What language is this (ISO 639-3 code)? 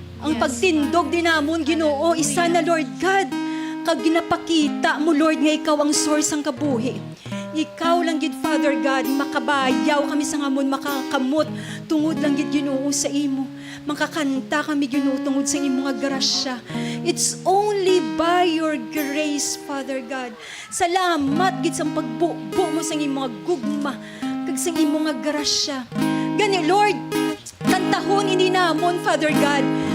hil